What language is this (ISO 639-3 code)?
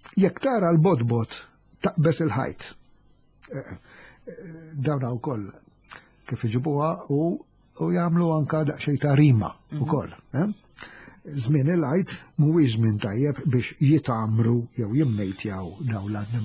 mlt